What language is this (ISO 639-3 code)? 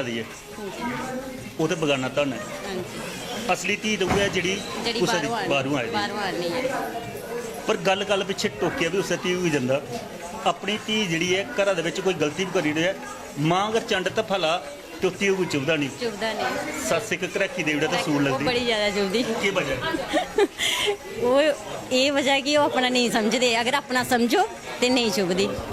doi